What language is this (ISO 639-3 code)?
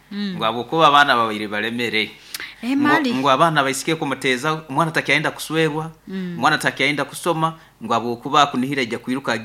nyo